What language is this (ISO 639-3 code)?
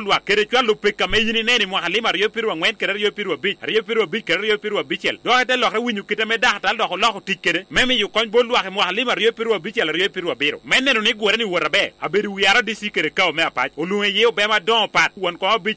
laj